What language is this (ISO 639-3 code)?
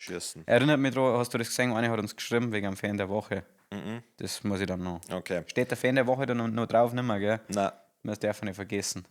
bar